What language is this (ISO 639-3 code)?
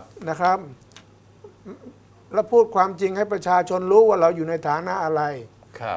tha